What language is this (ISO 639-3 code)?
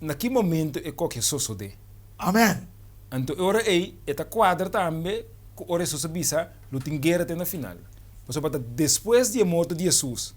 pap